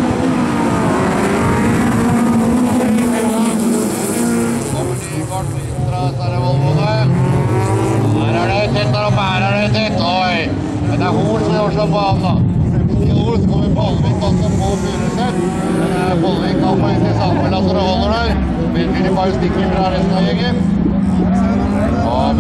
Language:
Norwegian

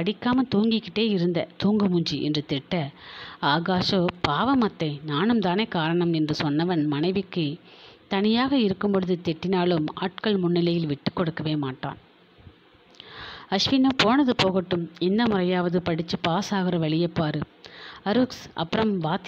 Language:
Tamil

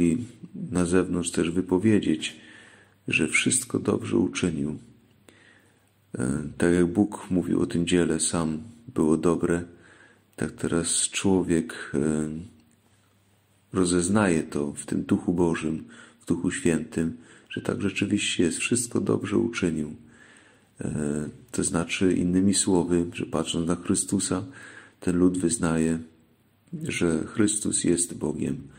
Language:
Polish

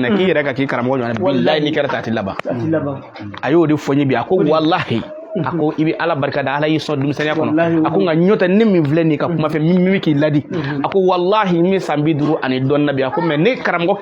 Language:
Bambara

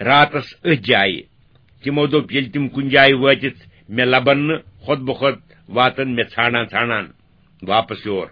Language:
Kashmiri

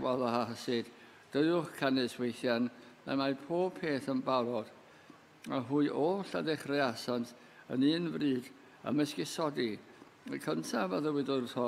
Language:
Welsh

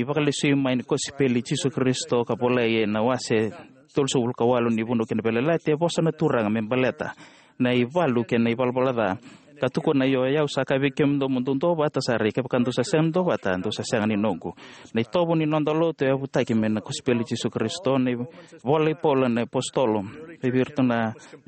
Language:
Fijian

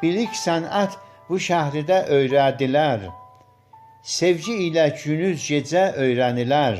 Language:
South Azerbaijani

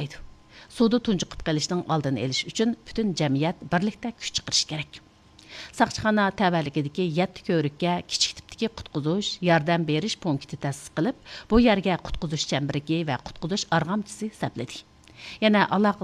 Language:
Uyghur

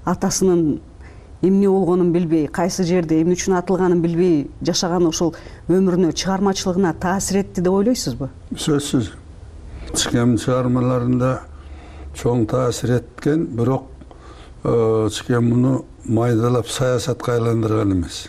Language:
Kyrgyz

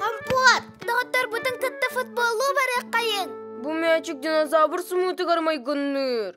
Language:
Yakut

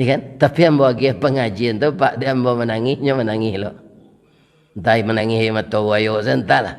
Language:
Minangkabau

